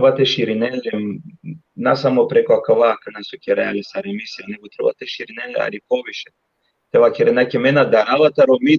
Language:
Balkan Romani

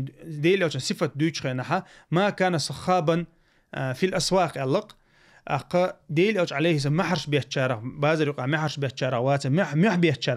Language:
Chechen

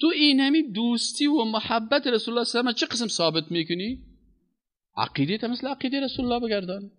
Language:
Persian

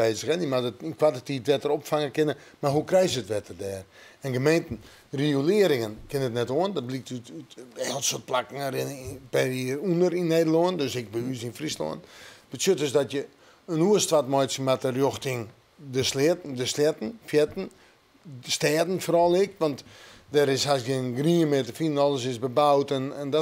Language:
Western Frisian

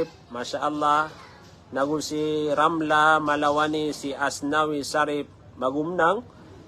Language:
Maranao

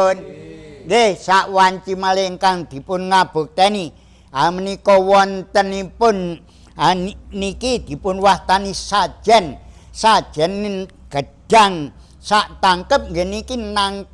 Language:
Javanese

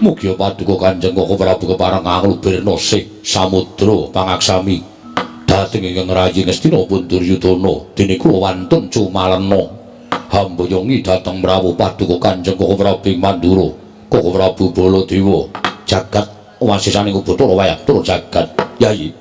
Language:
Javanese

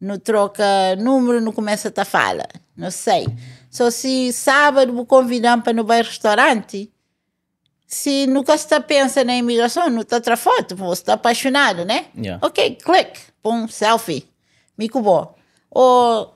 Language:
Kabuverdianu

